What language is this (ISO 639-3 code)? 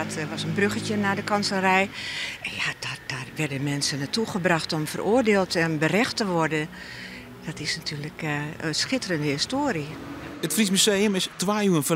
fry